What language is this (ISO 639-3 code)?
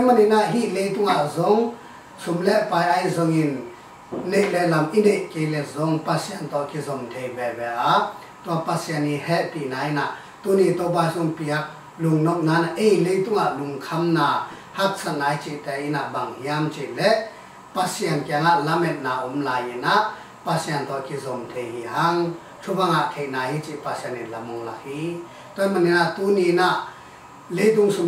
ctd